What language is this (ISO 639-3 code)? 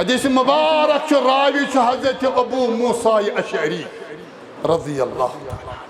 kas